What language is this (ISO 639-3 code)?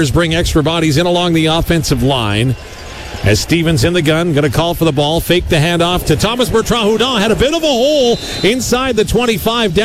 eng